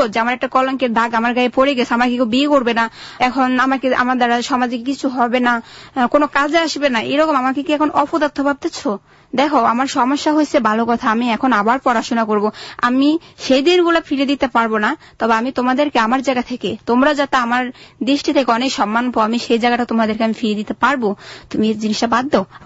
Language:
Bangla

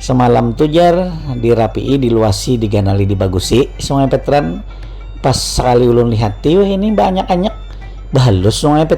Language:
Banjar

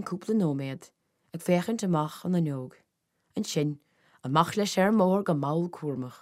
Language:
Irish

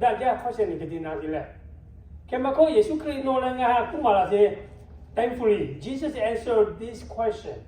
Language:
Lahu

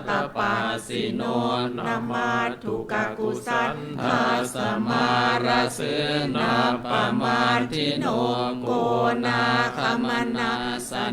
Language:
Pali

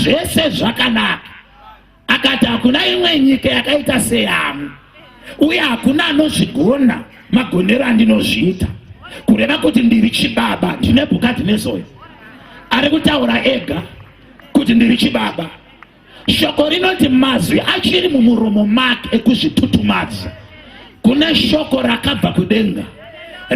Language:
Shona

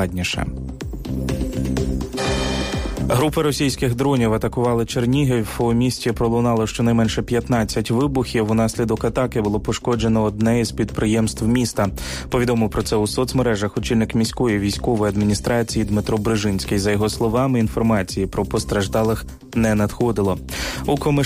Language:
Ukrainian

